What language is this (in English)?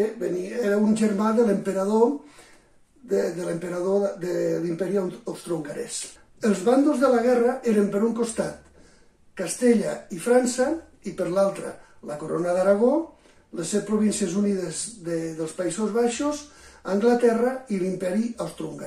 Catalan